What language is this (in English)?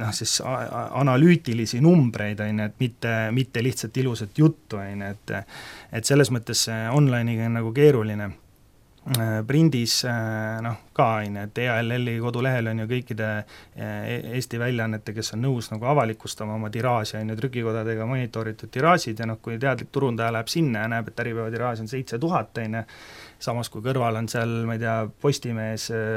Estonian